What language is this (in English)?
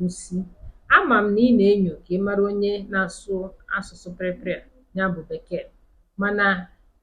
Igbo